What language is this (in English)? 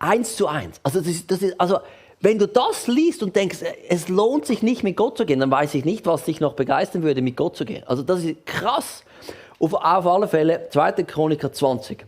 Swiss German